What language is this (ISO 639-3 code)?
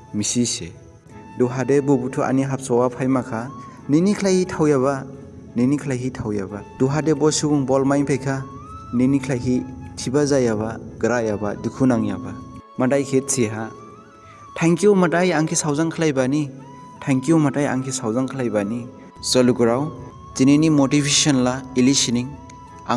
dis